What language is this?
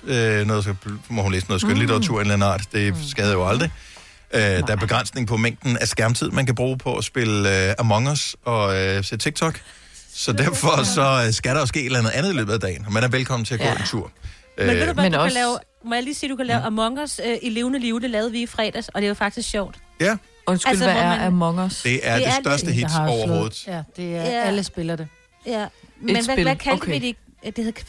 Danish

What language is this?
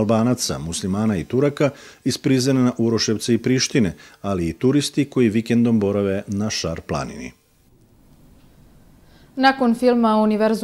Serbian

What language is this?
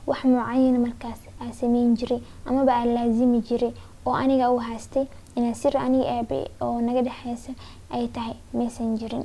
Somali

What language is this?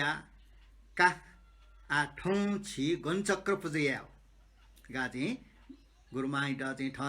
Newari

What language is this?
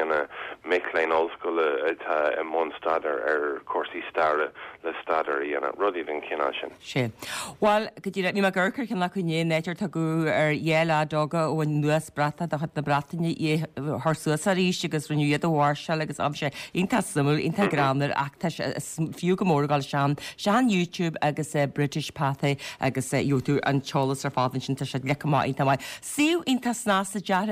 Irish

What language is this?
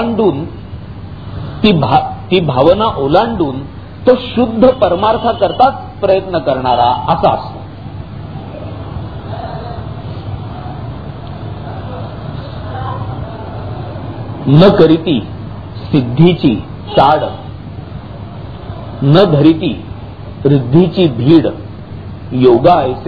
Marathi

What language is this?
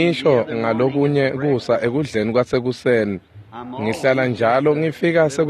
Swati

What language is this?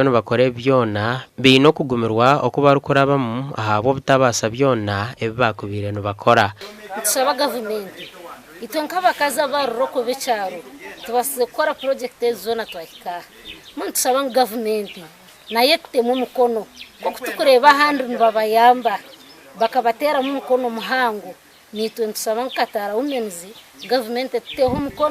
Nyankole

